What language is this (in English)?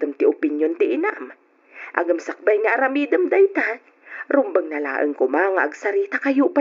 Iloko